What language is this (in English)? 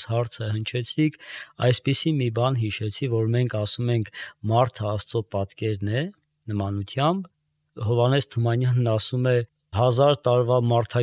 Armenian